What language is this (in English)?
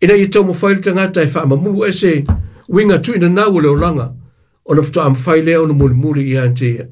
Samoan